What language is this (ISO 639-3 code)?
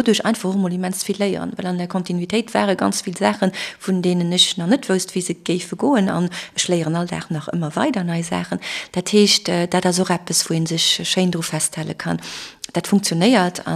ltz